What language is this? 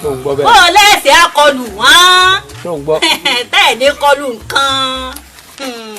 Yoruba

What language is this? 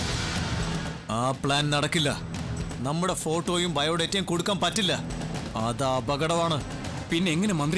Malayalam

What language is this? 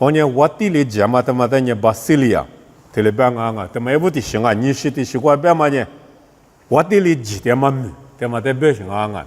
Lisu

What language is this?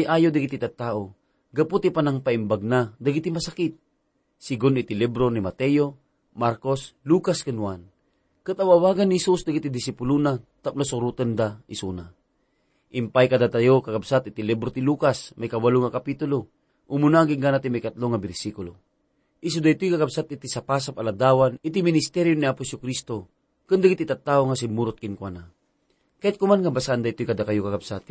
Iloko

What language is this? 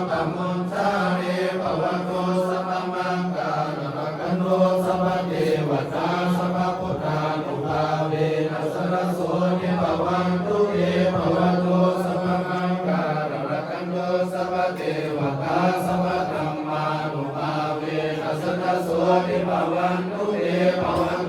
Pali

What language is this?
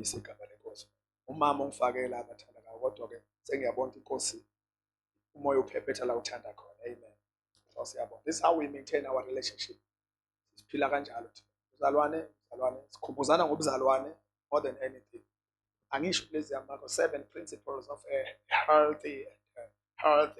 Zulu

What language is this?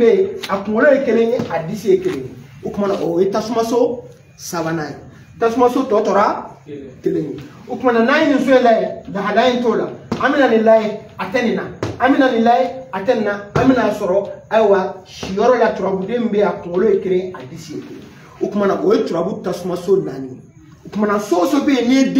Bambara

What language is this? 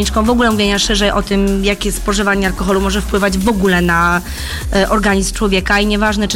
Polish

